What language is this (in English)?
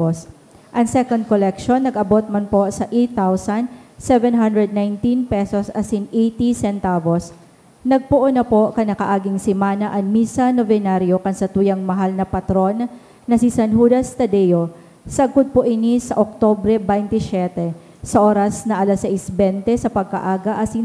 Bikol